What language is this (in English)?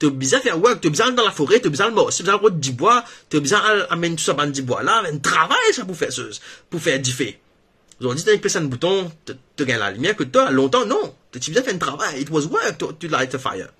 Morisyen